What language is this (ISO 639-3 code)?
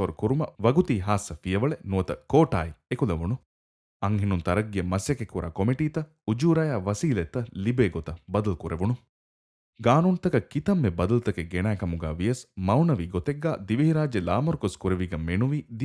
div